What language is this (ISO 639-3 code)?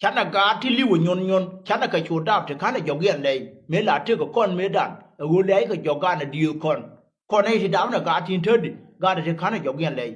nus